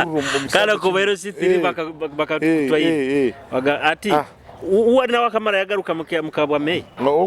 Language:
Nyoro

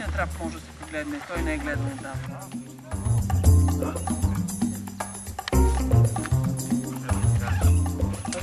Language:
Bulgarian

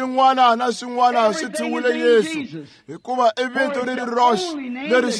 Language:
Tsonga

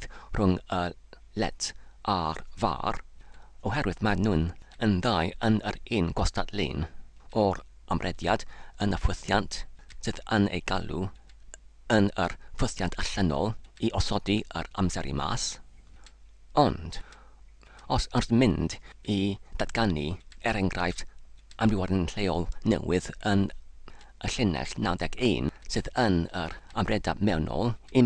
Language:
Welsh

